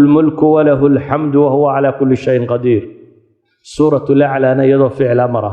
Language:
Somali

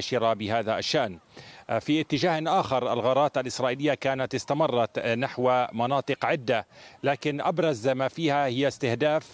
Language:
Arabic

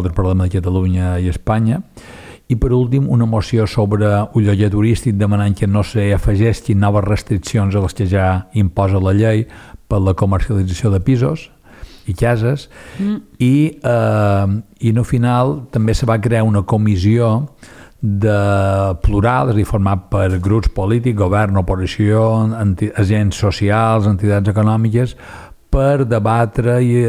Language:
Catalan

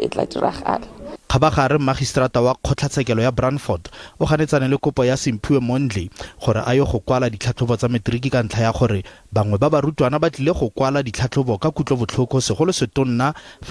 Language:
Tswana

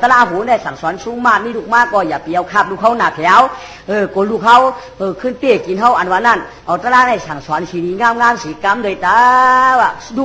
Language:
Shan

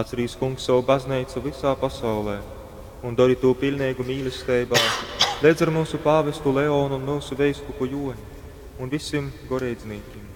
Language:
Latgalian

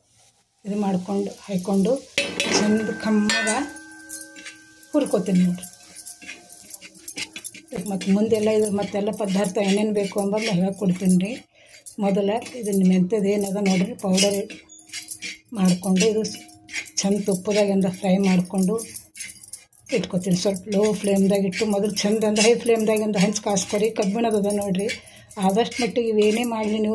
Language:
Kannada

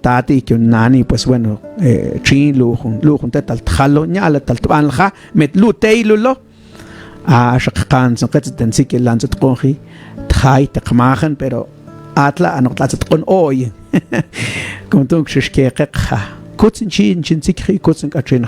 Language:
Mam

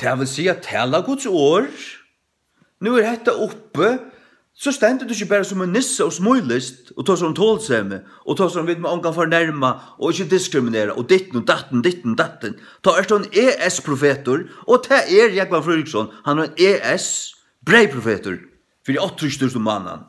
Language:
Faroese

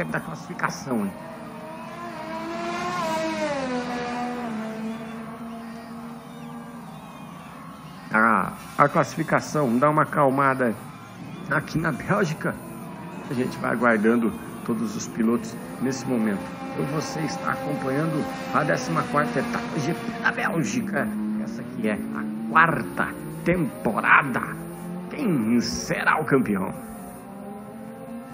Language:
Portuguese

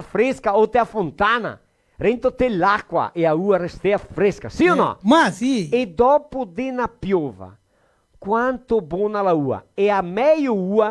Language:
Venetian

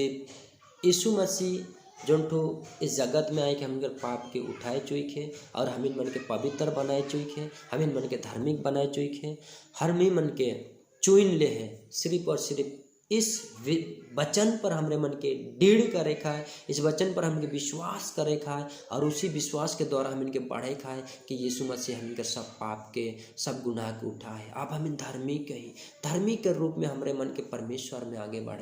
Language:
Sadri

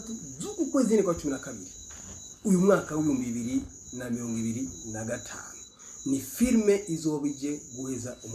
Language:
Rundi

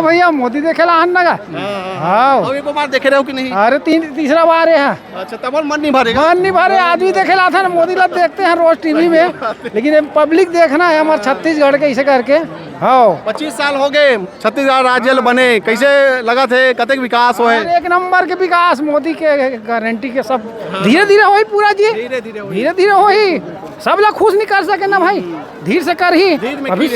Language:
Chhattisgarhi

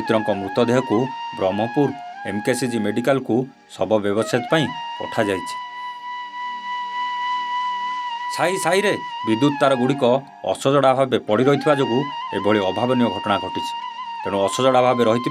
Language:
Odia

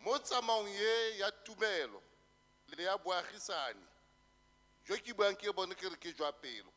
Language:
Tswana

